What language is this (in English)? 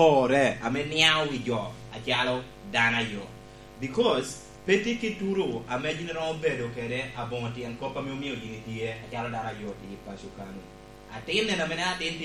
Lango (Uganda)